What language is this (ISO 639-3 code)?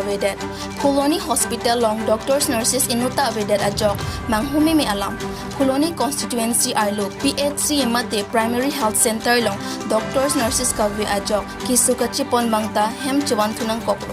mjw